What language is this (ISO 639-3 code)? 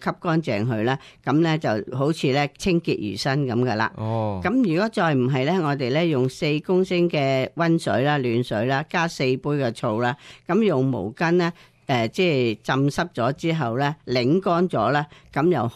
yue